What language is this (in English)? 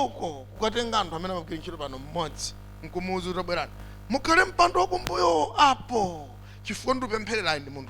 Nyanja